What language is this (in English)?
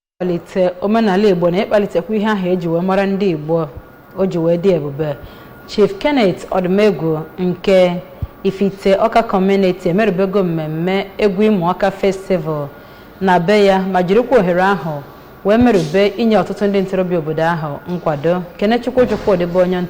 Igbo